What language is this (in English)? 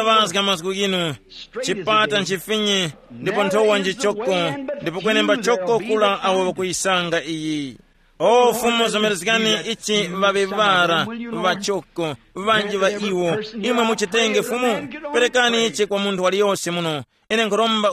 Tumbuka